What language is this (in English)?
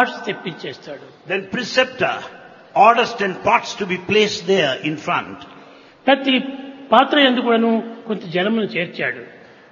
Telugu